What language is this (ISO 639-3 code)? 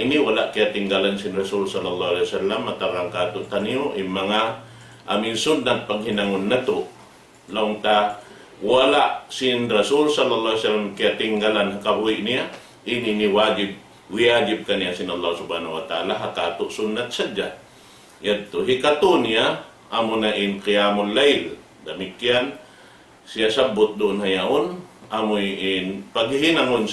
tsg